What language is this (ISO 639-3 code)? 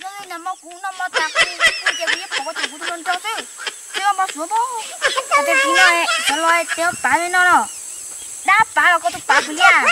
hmn